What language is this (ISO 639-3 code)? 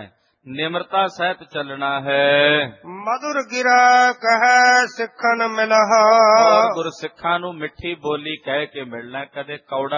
pan